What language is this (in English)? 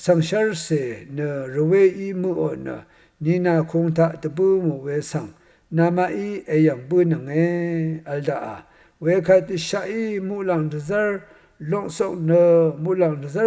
Rawang